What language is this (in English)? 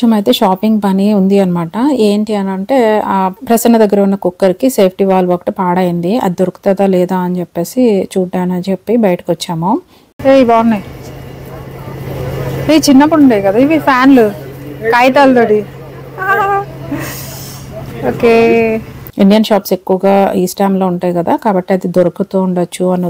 Telugu